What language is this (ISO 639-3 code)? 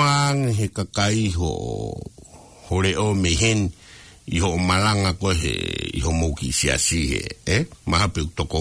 ton